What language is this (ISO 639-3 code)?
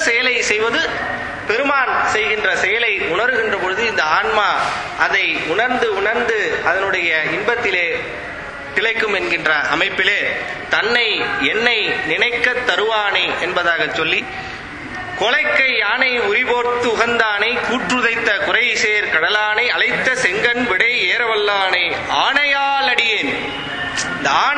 tam